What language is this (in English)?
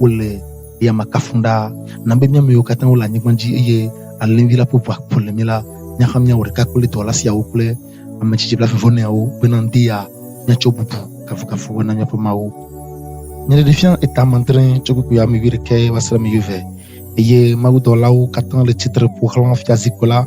Ewe